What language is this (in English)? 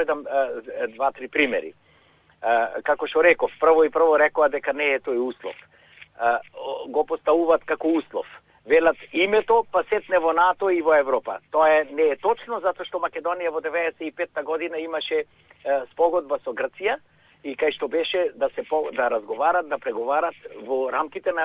Macedonian